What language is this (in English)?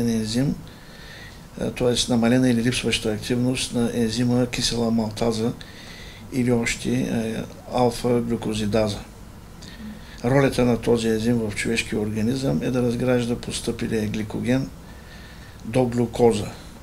Bulgarian